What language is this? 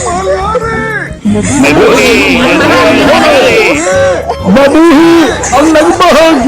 Cebuano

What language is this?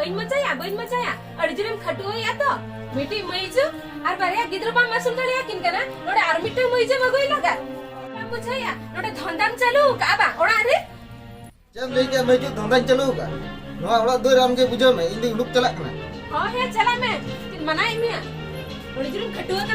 Santali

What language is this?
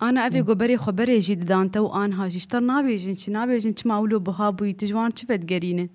Kurdish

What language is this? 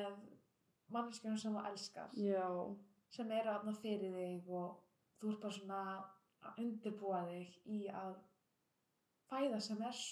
Icelandic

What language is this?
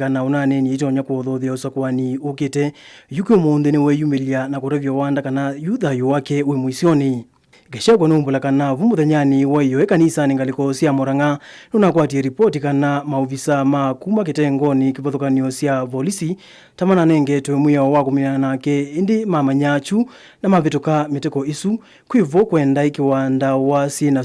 Kamba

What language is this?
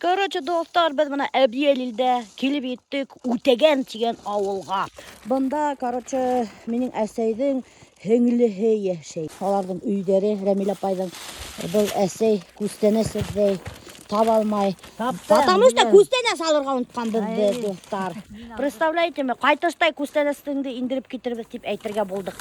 Bashkir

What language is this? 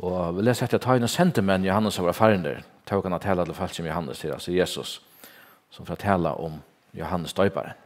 Faroese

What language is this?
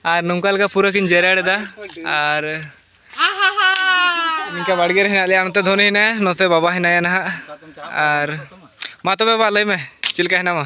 Santali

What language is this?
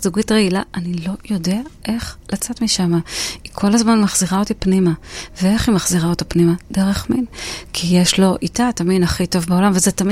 Hebrew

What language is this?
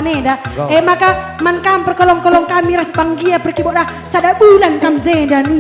Batak Karo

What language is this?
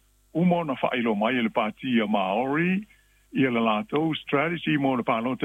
Samoan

